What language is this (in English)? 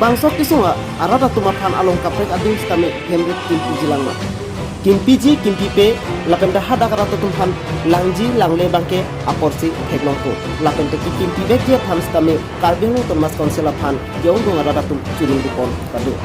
Karbi